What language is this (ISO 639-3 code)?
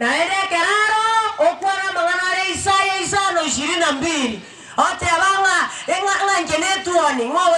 guz